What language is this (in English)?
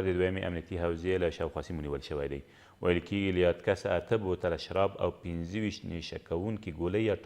Pashto